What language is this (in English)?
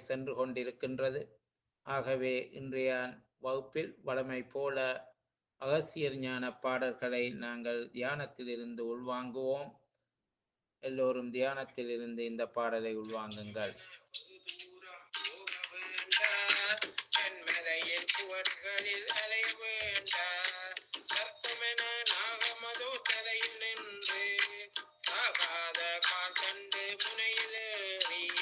Tamil